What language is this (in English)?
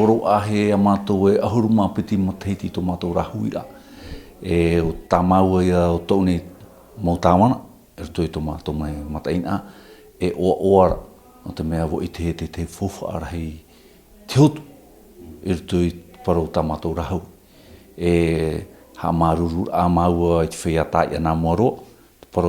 Tahitian